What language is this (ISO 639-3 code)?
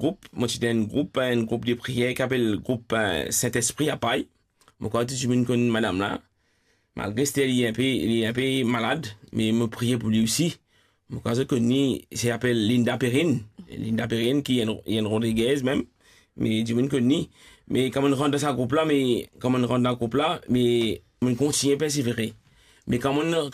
mfe